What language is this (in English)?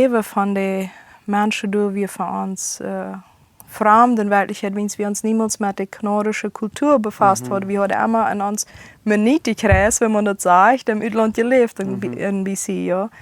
Plautdietsch